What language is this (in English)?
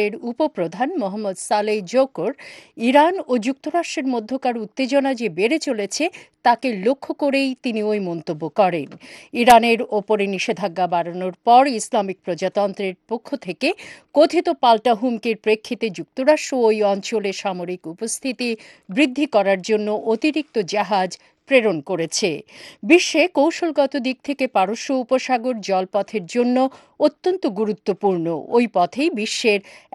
Bangla